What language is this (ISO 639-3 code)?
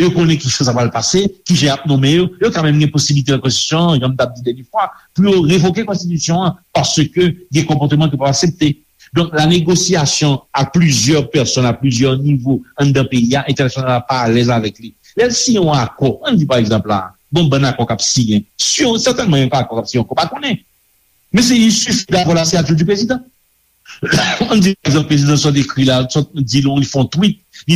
hat